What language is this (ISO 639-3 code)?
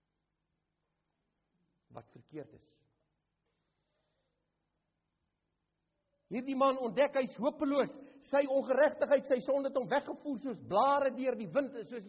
afr